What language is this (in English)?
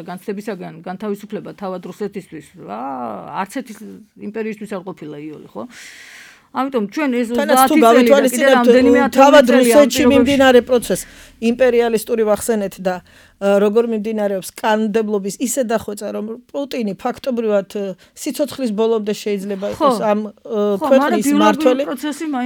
Georgian